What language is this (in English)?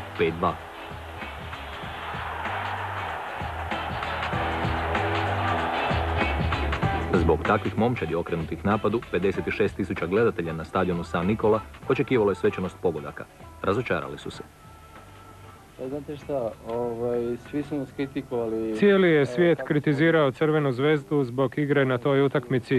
Croatian